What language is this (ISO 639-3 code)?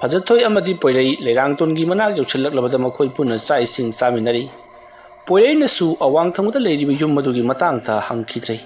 mni